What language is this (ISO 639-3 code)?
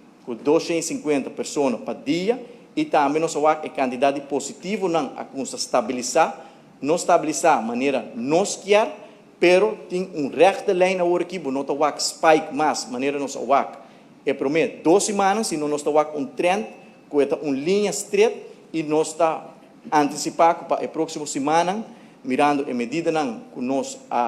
pap